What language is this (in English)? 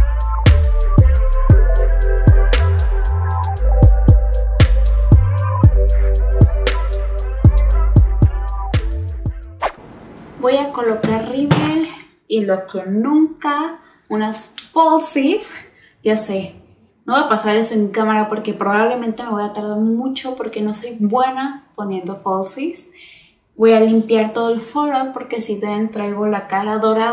Spanish